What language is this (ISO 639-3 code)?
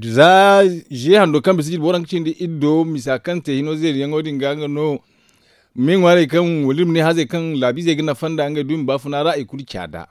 dje